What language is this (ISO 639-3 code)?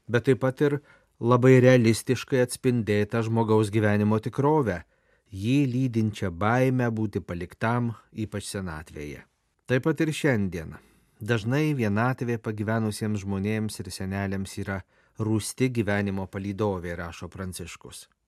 lit